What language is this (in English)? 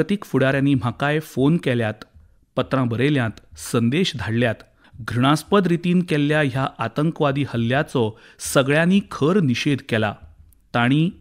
Konkani